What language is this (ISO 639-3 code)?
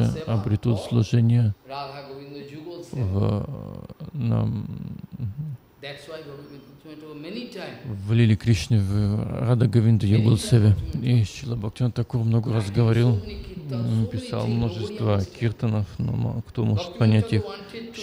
rus